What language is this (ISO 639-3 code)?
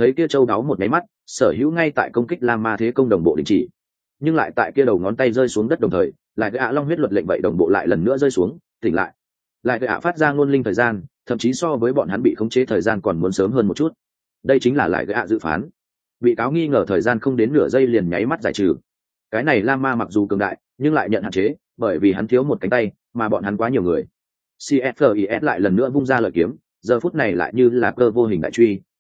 vie